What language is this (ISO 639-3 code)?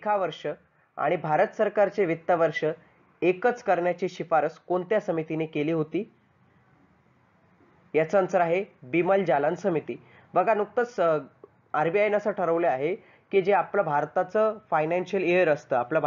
mar